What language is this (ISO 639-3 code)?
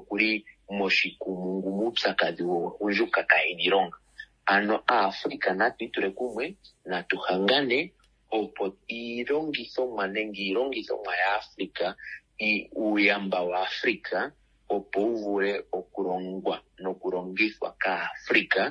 kua